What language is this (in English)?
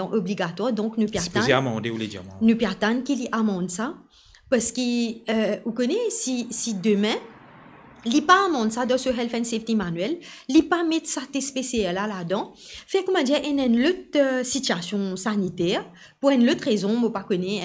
Morisyen